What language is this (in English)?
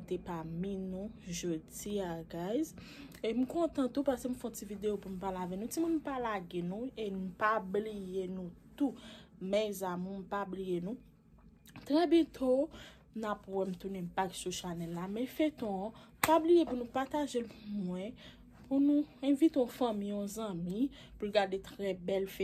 Haitian Creole